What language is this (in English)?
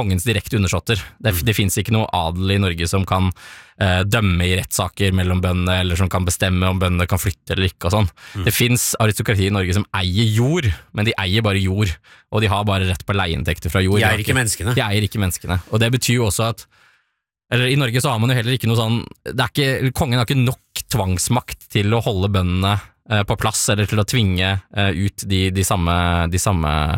Norwegian